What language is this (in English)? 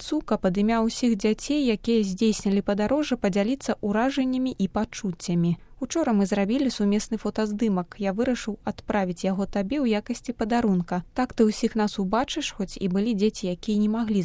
Belarusian